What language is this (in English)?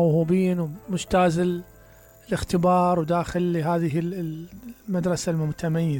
Mesopotamian Arabic